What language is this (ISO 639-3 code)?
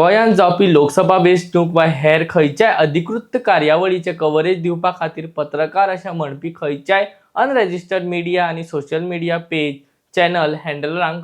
kok